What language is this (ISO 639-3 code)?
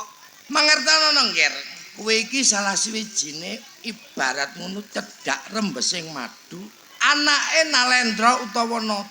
jav